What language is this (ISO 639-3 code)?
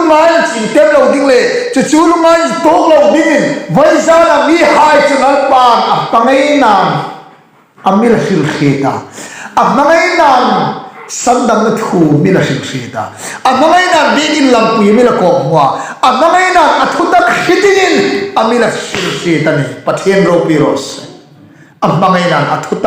hmr